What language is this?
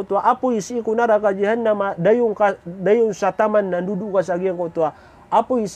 Maranao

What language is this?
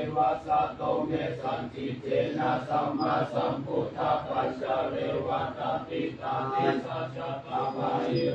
Pali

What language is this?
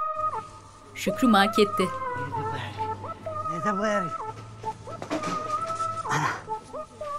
Turkish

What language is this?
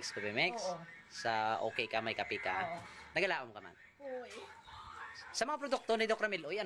Hiligaynon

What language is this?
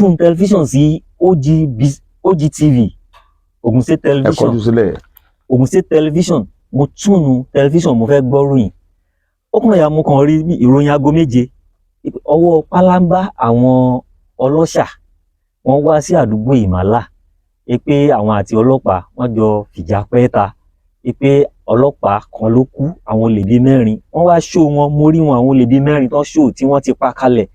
Yoruba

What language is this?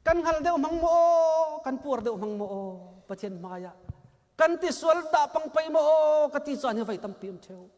Hakha Chin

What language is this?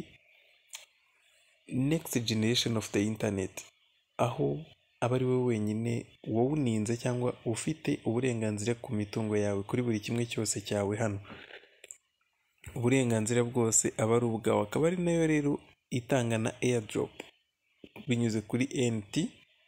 Kinyarwanda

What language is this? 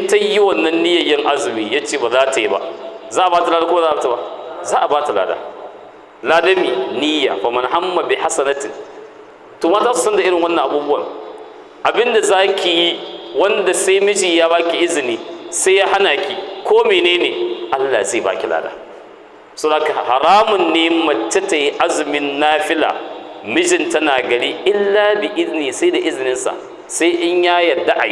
Hausa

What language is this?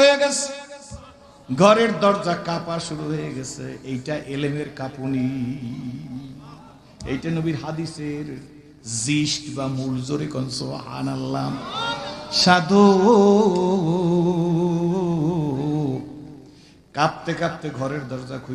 Bangla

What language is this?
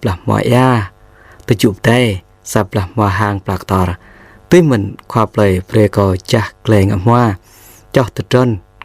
Jarai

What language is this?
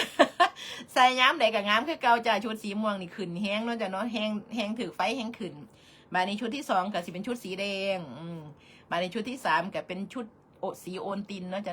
Northeastern Thai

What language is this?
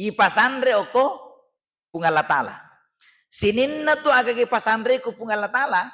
Buginese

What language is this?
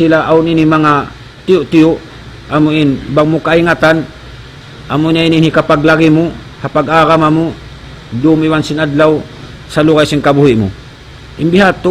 Tausug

